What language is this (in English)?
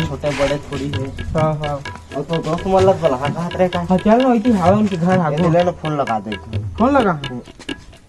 Chhattisgarhi